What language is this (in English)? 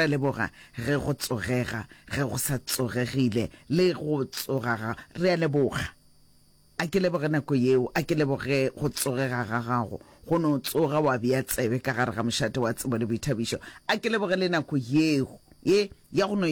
Northern Sotho